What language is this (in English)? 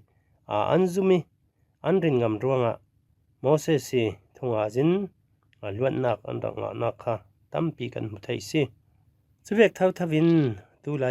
Falam Chin